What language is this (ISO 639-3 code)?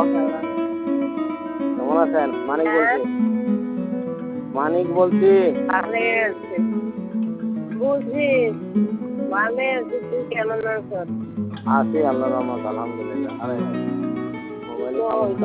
ben